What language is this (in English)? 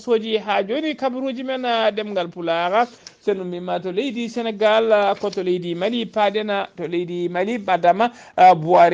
Fula